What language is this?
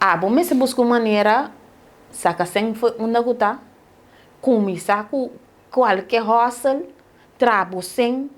Papiamento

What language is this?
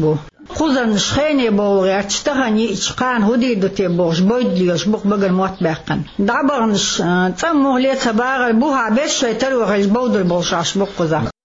Chechen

